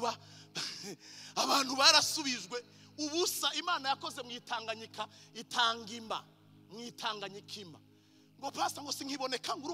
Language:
Rundi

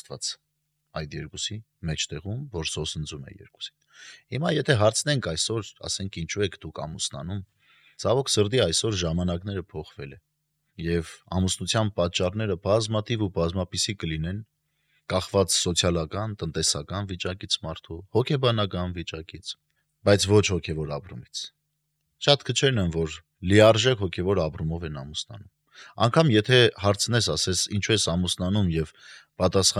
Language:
Armenian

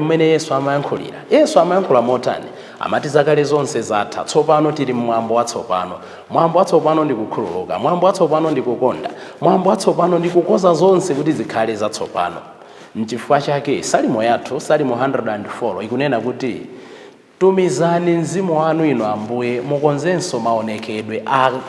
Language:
Nyanja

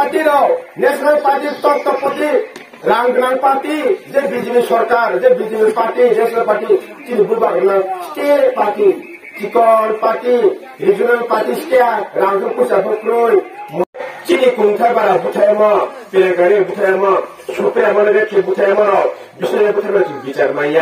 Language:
Kok Borok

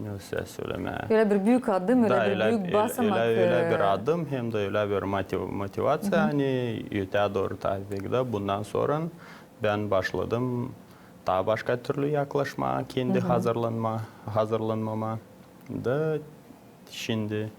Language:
Gagauz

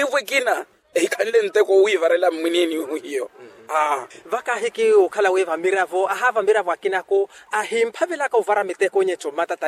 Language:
Makhuwa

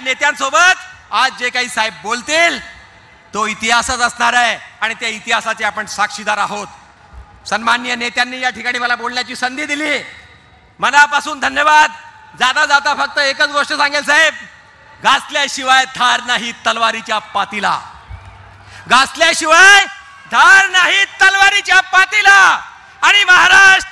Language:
Marathi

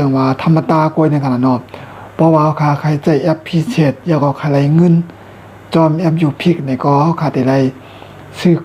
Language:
Shan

